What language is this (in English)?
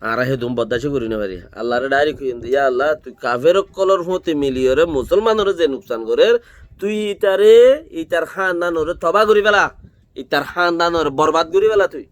Rohingya